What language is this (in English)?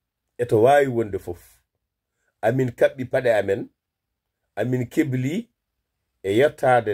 Fula